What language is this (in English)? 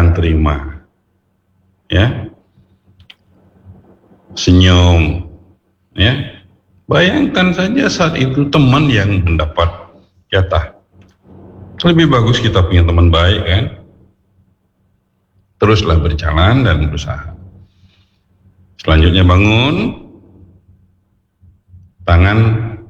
Indonesian